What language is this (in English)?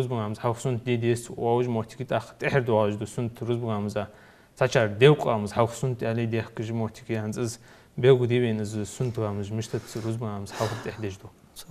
Ingush